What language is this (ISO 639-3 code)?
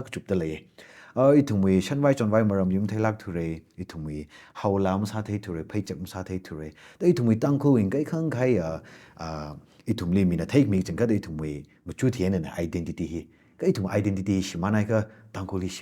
nmf